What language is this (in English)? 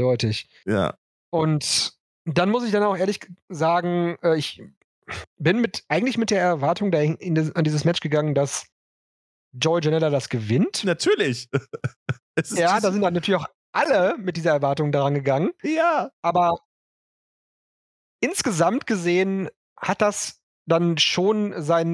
German